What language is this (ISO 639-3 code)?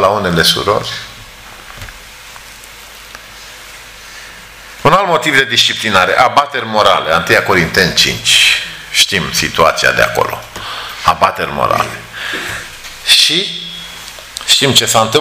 ron